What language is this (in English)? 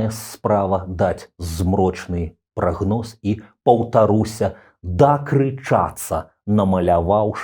Belarusian